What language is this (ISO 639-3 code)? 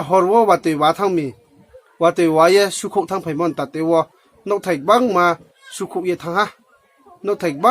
ria